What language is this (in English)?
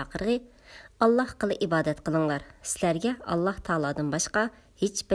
Uyghur